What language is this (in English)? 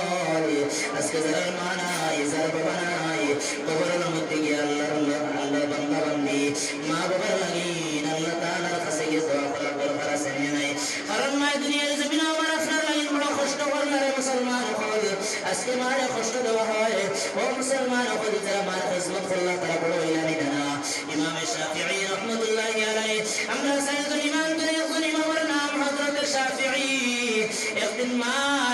Sylheti